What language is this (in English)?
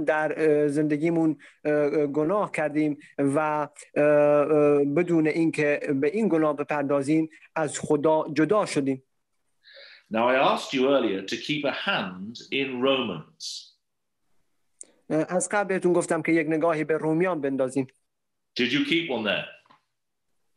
Persian